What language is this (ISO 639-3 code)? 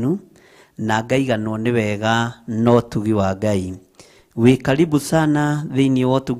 kik